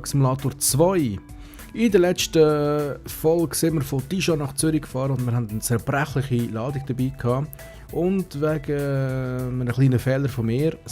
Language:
Swiss German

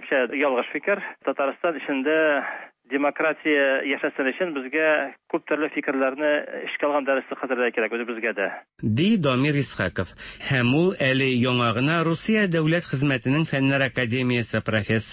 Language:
Tatar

